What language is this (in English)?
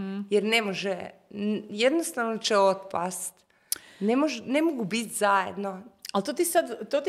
Croatian